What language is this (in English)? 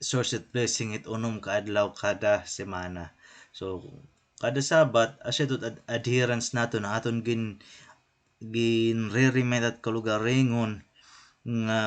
Waray